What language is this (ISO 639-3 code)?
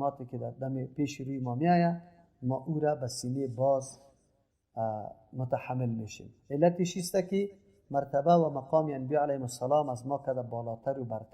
fas